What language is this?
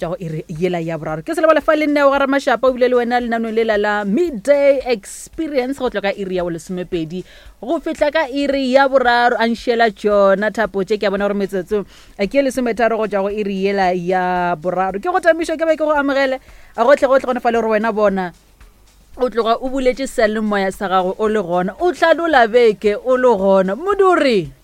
Northern Sotho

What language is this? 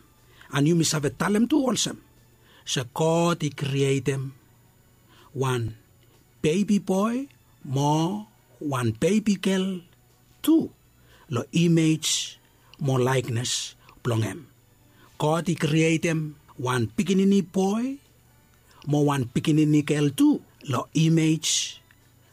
Bislama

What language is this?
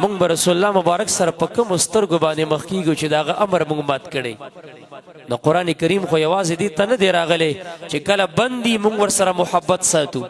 Pashto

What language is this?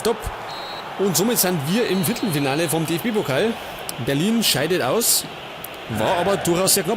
Bavarian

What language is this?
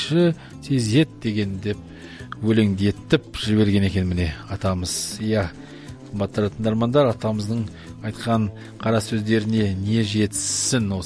Kazakh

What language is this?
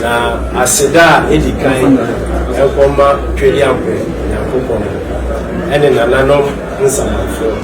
Akan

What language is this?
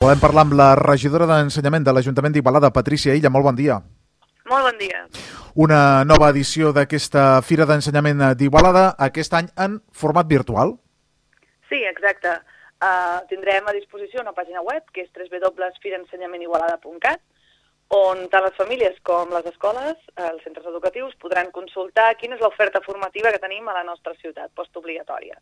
Catalan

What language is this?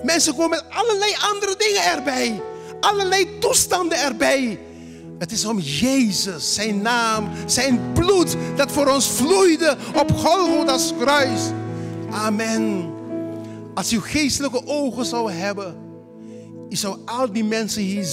Dutch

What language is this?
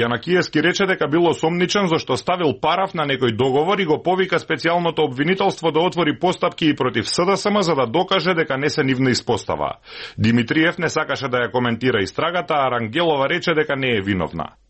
Macedonian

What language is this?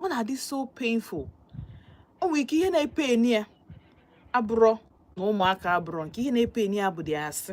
Igbo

